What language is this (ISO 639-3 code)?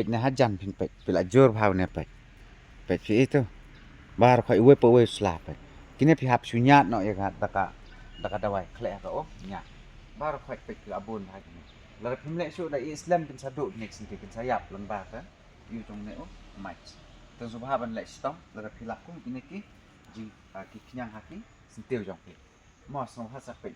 kha